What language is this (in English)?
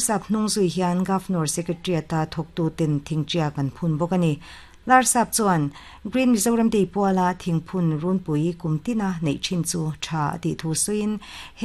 Mizo